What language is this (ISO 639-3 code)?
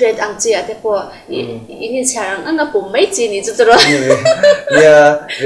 lus